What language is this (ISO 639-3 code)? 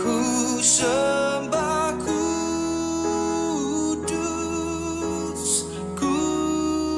btx